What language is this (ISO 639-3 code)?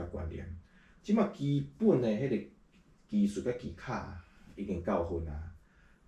nan